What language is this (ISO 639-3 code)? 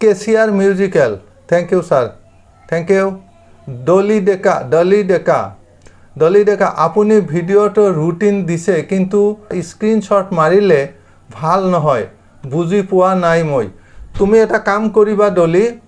asm